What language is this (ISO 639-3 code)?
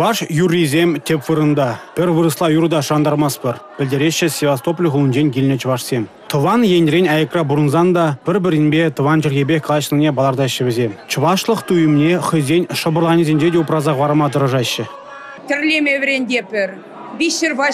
chv